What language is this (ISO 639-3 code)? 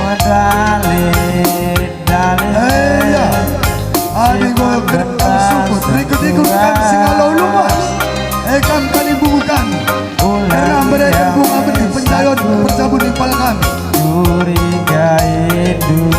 btx